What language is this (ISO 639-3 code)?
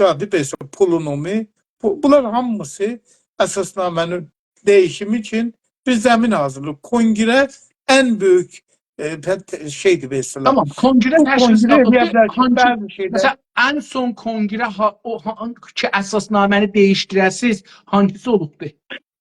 azb